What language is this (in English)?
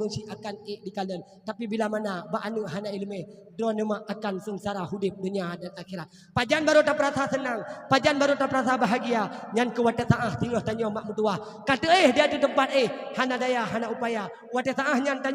Achinese